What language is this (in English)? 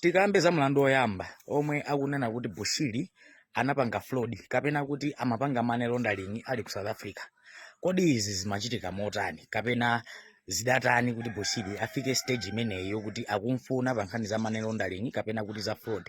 Nyanja